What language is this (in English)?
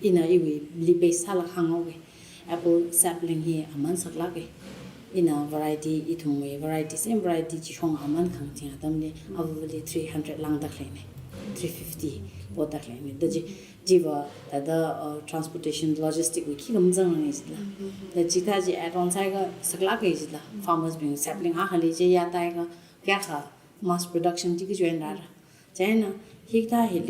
Tangkhul Naga (India)